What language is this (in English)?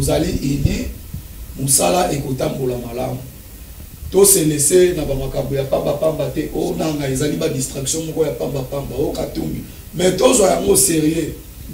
Lingala